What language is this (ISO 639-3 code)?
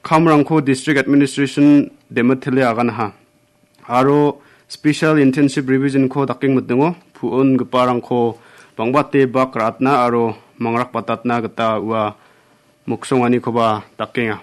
grt